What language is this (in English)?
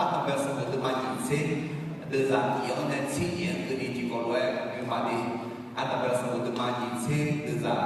Akha